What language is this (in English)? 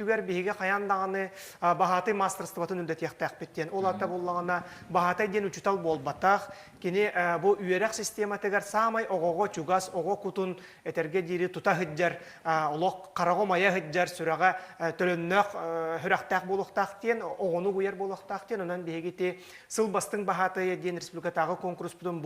Yakut